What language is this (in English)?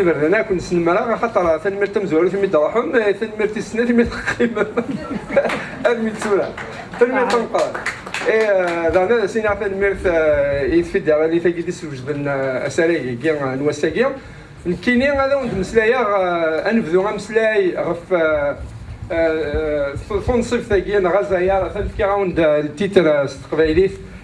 Kabyle